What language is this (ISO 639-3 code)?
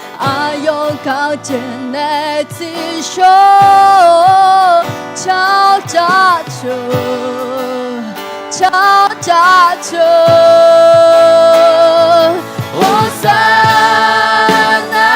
ahk